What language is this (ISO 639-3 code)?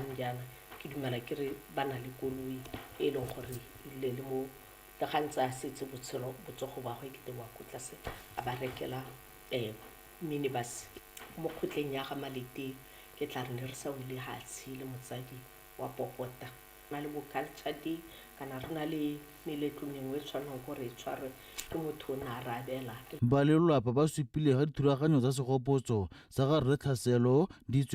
tsn